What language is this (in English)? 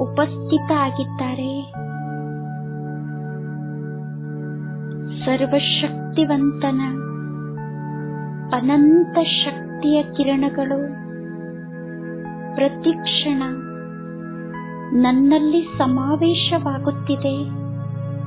Kannada